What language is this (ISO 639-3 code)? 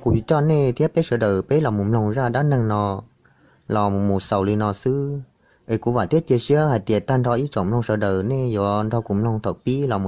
hmn